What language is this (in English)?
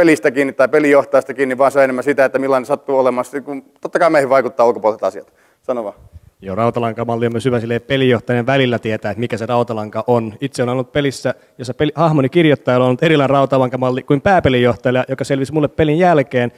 Finnish